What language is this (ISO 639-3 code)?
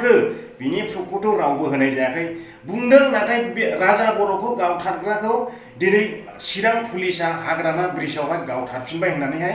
brx